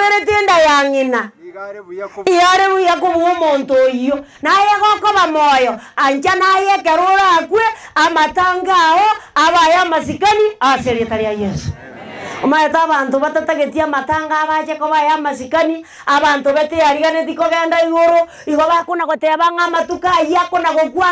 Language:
Gusii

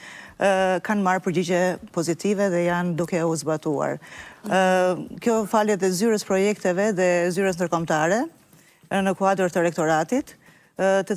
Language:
Albanian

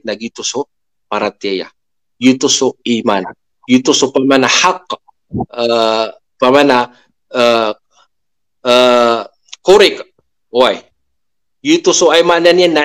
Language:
Maranao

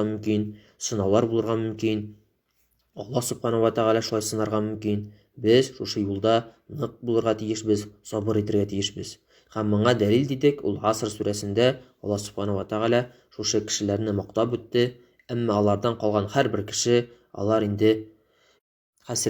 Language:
Tatar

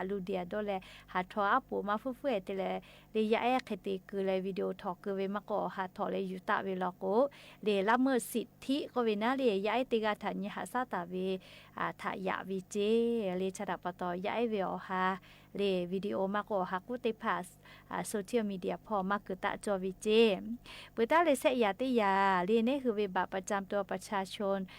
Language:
Lahu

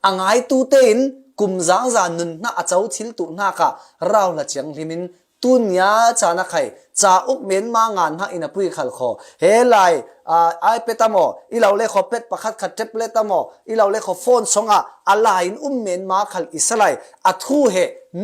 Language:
Falam Chin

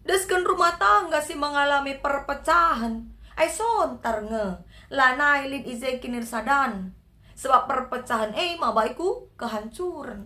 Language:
Batak Karo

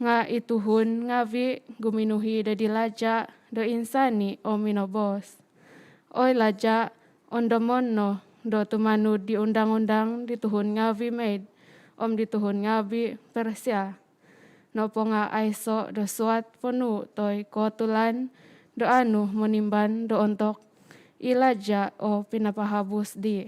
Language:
Central Dusun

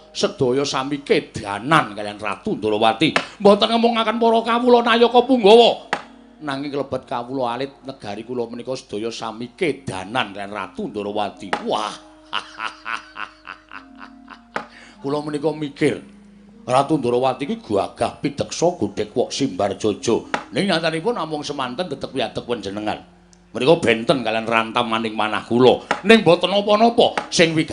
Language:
Javanese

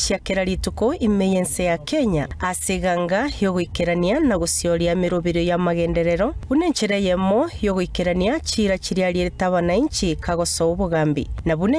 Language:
Gusii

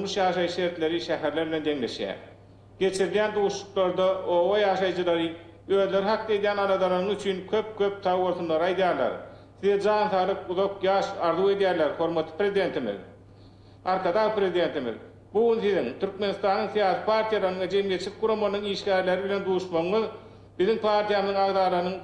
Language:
Turkmen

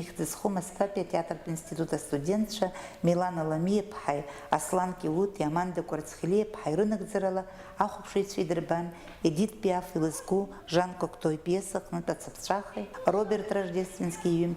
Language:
Abkhazian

